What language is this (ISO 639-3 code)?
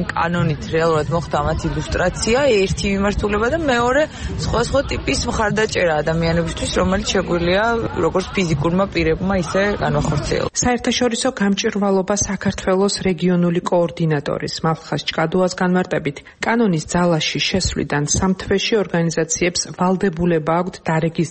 kat